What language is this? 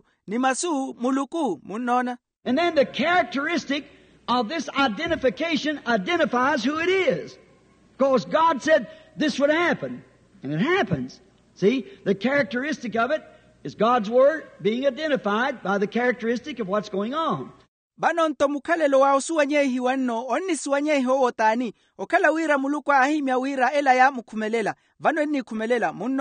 Makhuwa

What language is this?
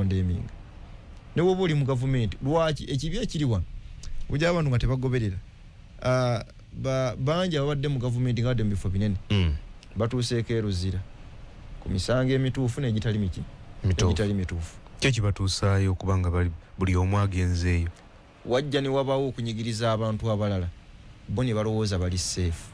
Ganda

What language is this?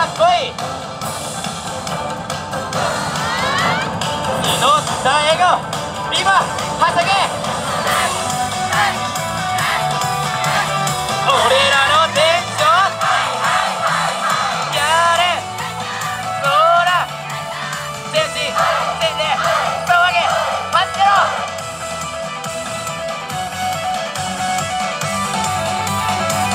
Japanese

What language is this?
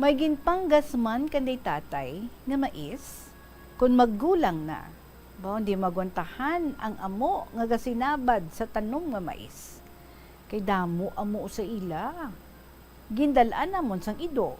Hiligaynon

